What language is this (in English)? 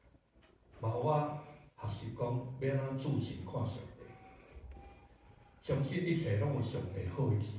Min Nan Chinese